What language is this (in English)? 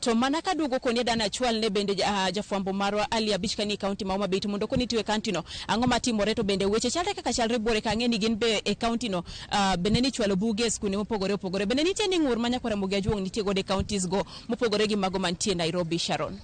Luo (Kenya and Tanzania)